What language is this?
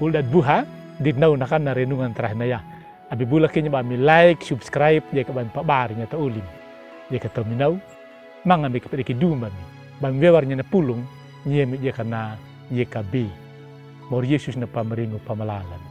Anakalangu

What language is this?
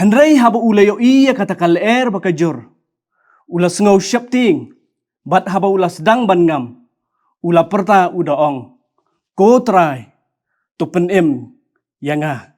Khasi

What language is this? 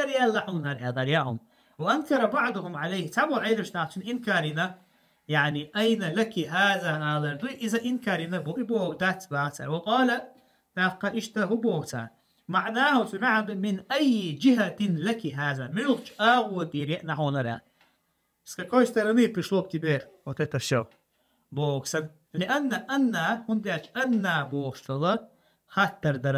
Chechen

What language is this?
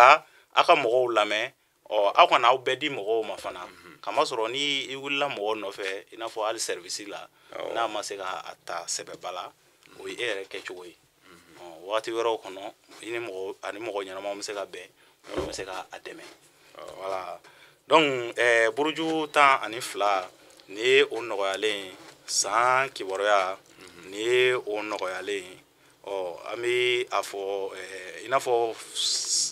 Bambara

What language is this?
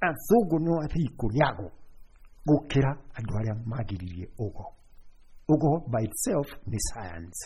Kikuyu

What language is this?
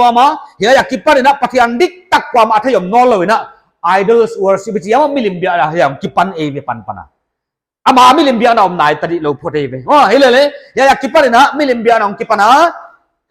Paite Chin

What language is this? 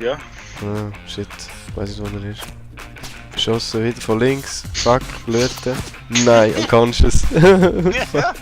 Swiss German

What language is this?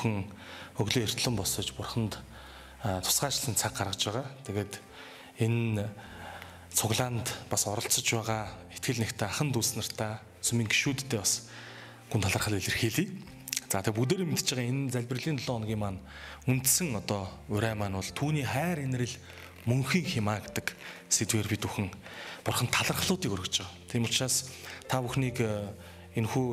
Mongolian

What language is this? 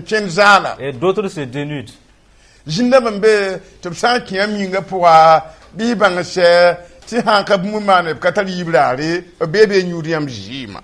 Mossi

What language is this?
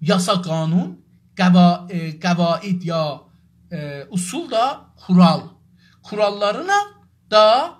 South Azerbaijani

